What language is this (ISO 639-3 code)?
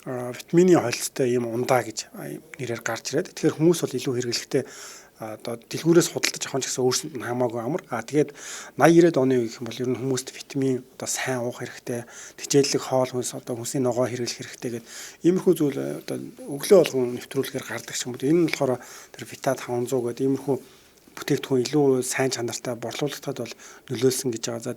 mon